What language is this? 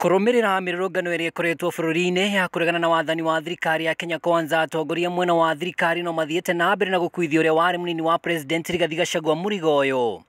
Kikuyu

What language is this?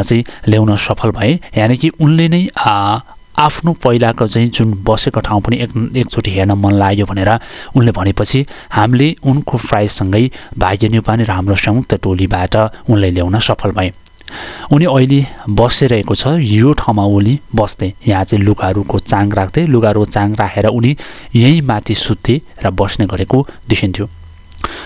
Nepali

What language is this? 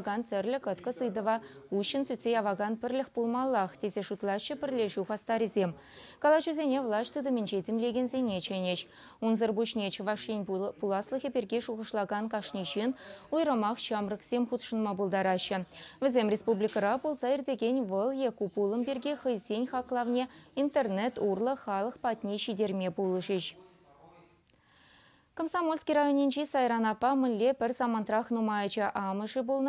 Chuvash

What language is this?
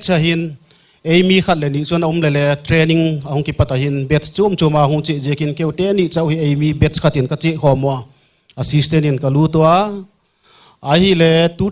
Paite Chin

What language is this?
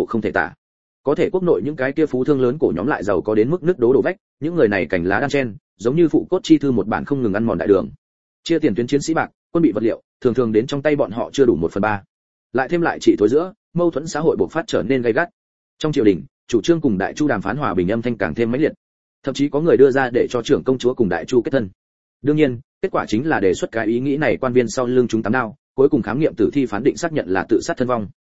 Vietnamese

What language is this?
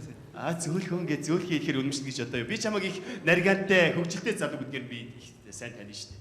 Mongolian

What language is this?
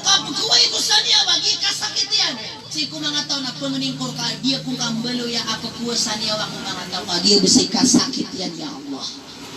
Maranao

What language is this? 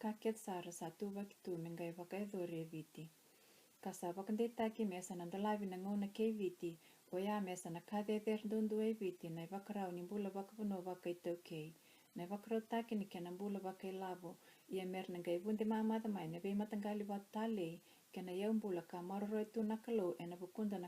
Fijian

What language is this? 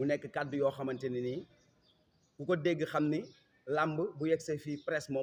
Wolof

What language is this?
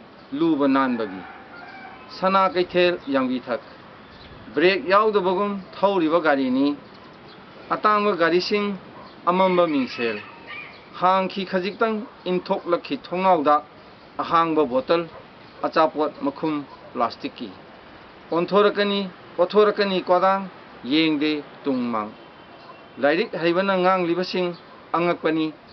Manipuri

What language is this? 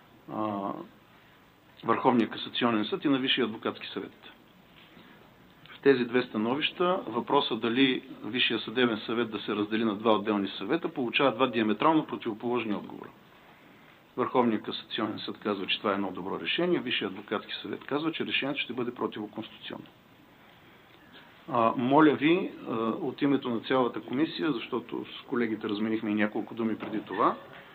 Bulgarian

